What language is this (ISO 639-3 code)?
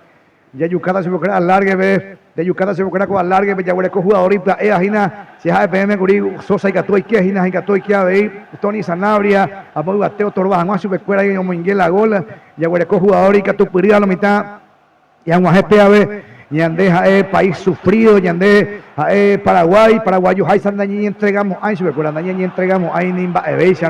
grn